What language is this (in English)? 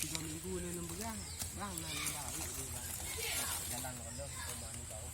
Achinese